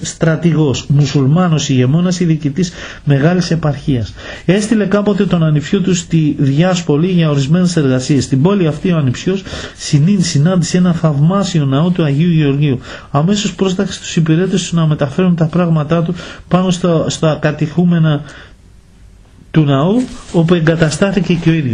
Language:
Greek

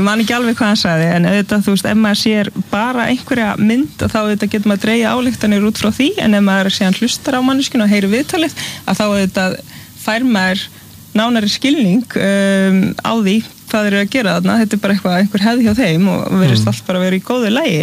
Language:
Icelandic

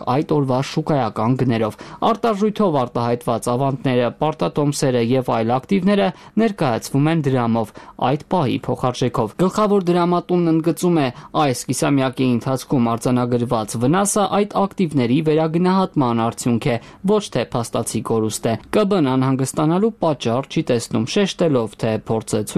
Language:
Armenian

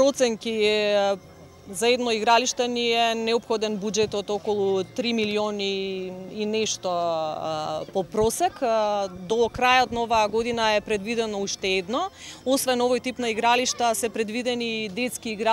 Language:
Macedonian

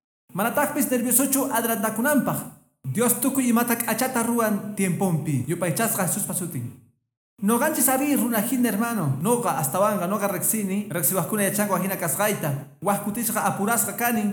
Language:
Quechua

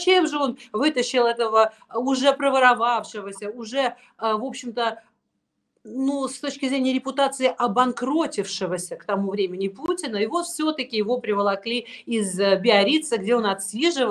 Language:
Russian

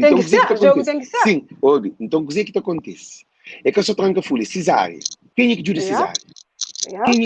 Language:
Kabuverdianu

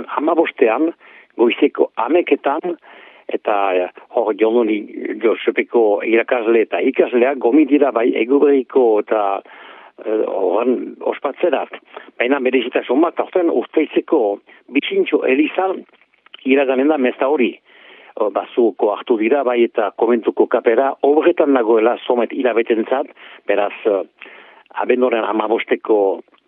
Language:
Basque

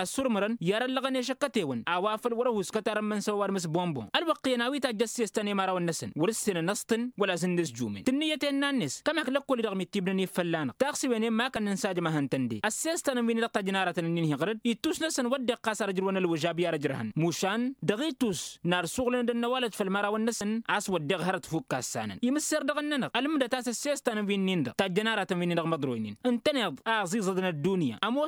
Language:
Tamasheq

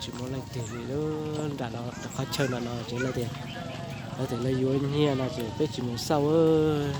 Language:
Hmong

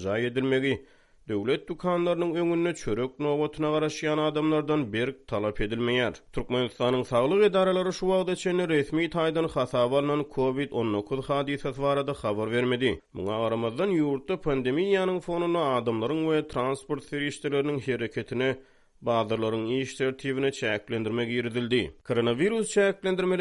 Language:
Turkmen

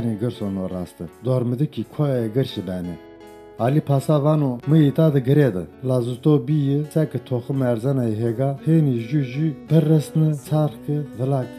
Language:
Zaza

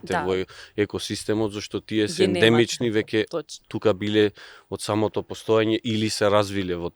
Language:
Macedonian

